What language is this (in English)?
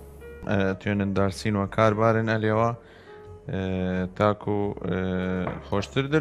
Southern Kurdish